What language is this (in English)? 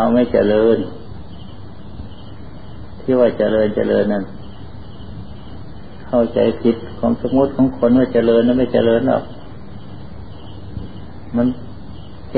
Thai